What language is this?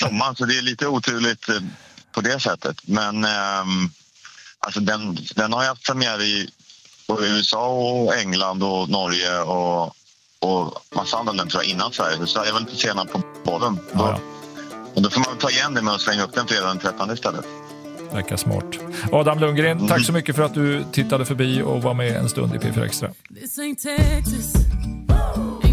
Swedish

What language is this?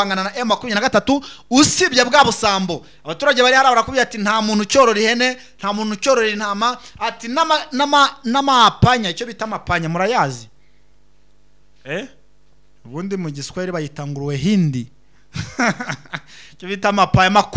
Kinyarwanda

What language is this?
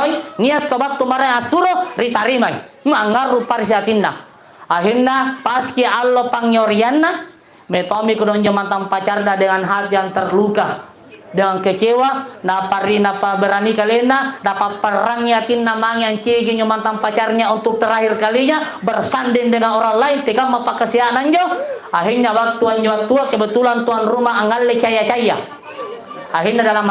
Makasar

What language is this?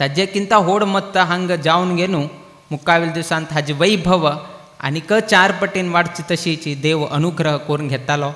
Konkani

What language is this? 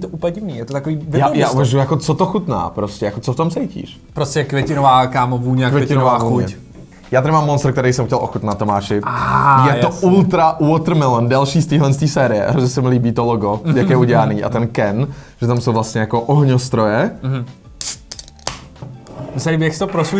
Czech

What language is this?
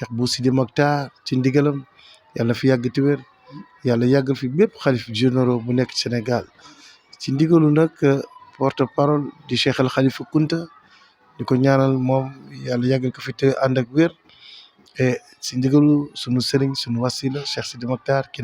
Wolof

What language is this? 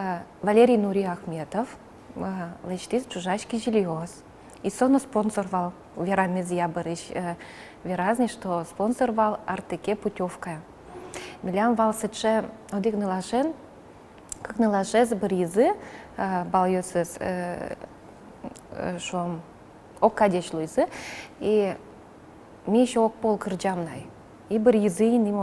Udmurt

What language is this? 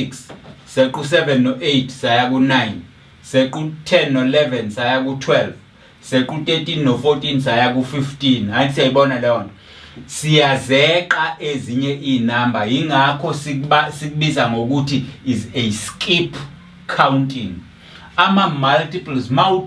Zulu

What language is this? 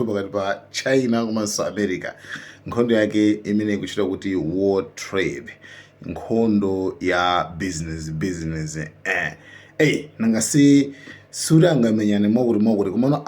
Nyanja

